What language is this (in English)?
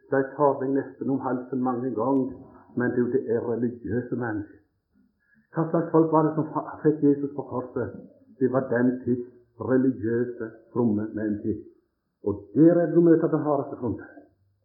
Norwegian